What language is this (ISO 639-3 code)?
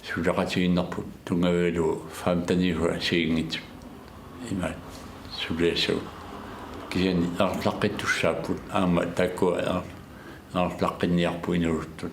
kal